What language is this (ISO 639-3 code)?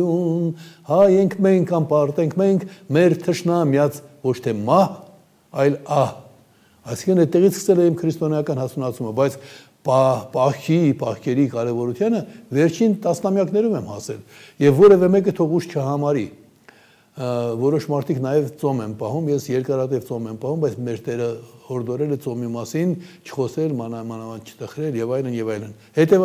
hye